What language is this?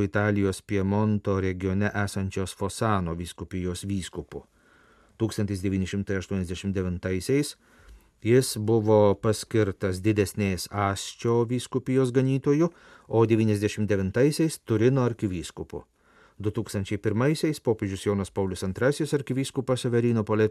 Lithuanian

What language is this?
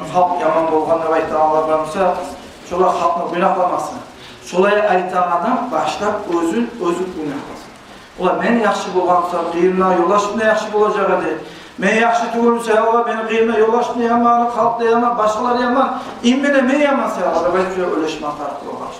Kumyk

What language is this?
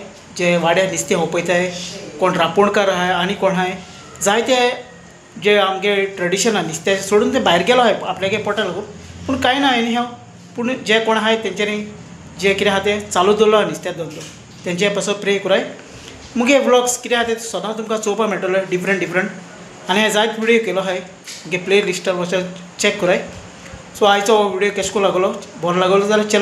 Konkani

